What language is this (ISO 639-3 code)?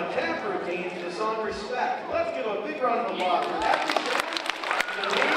eng